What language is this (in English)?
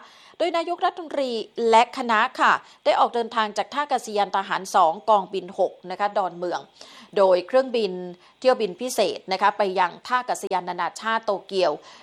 Thai